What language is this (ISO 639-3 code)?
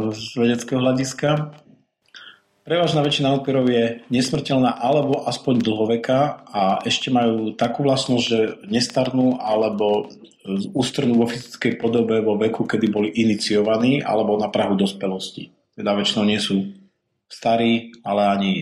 slk